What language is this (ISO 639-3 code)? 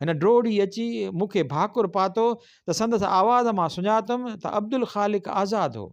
snd